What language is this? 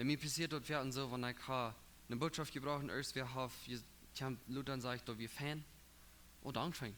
Plautdietsch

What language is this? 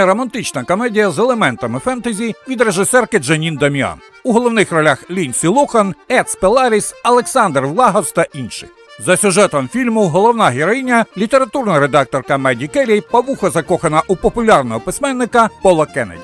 Ukrainian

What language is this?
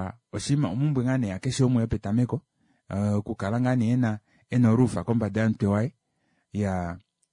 Kuanyama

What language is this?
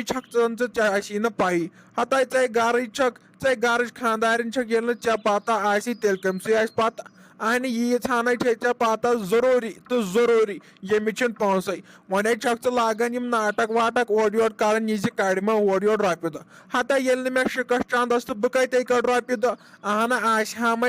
Kashmiri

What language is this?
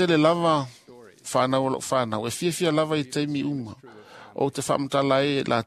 Samoan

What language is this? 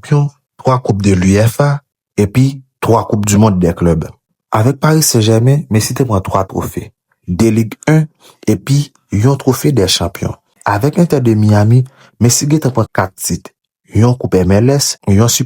Haitian Creole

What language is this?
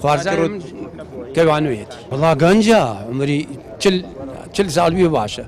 Central Kurdish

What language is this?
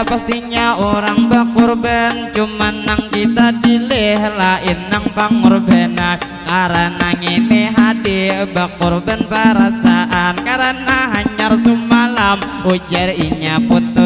Banjar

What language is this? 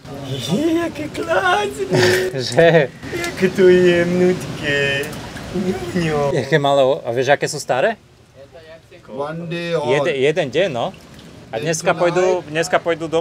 Slovak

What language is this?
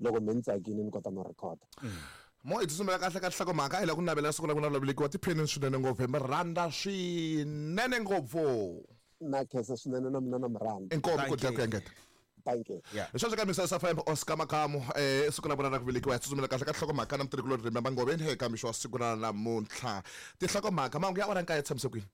Tsonga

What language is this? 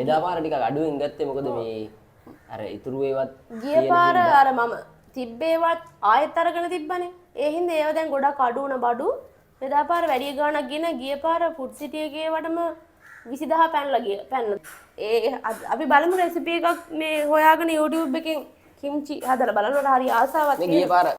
Sinhala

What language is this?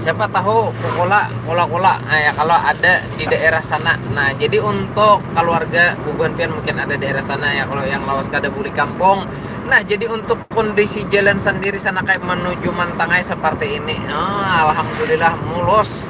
Banjar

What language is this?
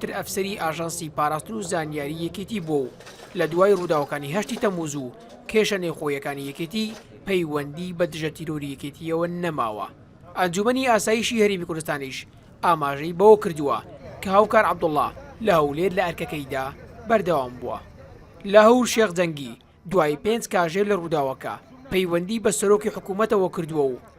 Central Kurdish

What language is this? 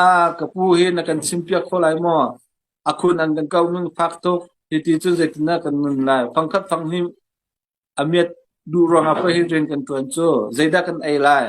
Hakha Chin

